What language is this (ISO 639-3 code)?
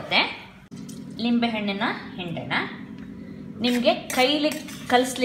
kan